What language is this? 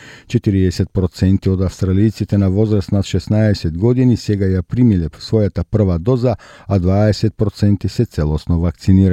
Macedonian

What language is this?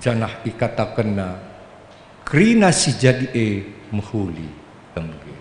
Batak Karo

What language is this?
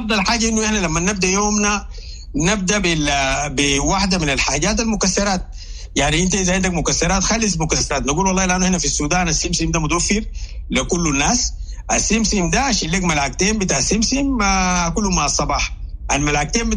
Sudanese Arabic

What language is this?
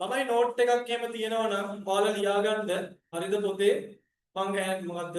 Sinhala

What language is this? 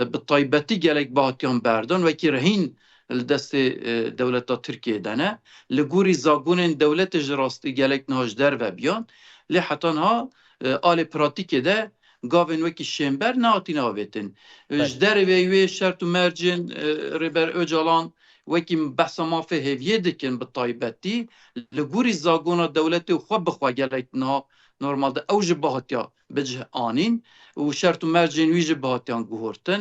Kurdish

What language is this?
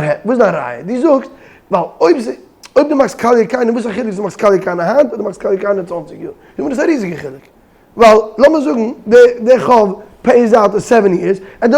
Yiddish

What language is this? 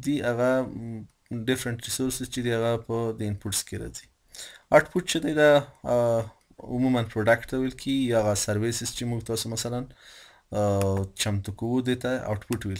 Pashto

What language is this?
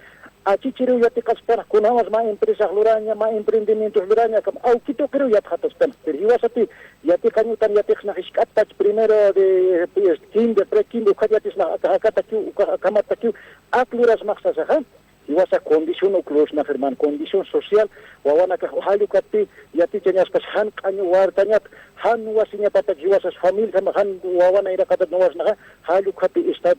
Aymara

